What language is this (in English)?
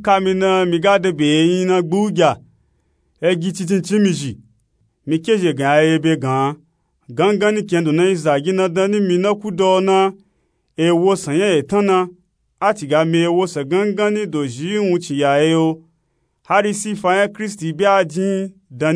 Nupe-Nupe-Tako